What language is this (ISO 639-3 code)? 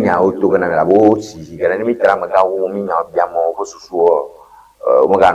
ewe